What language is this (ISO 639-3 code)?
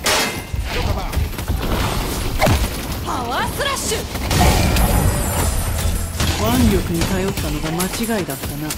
jpn